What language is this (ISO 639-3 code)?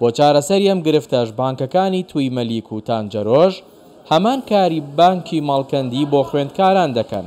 ckb